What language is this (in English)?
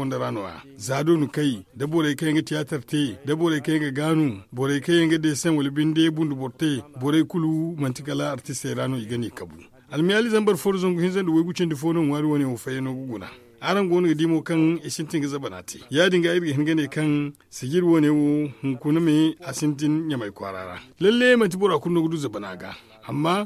Zarma